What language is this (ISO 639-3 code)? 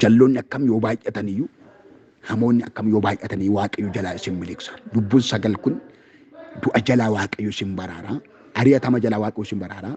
orm